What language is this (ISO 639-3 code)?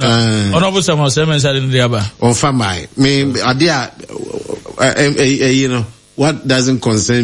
aka